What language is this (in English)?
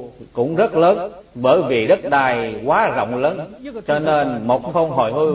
Vietnamese